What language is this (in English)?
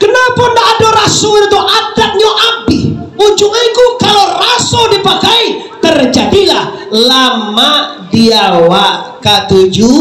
Minangkabau